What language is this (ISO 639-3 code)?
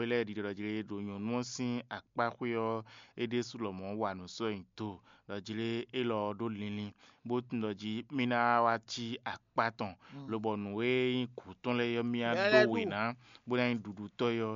fon